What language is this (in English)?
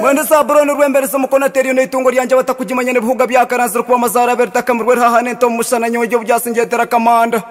Nyankole